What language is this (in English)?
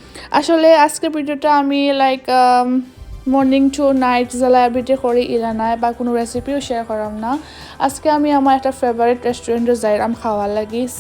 Sylheti